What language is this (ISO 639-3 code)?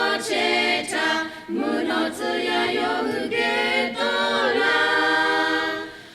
lhu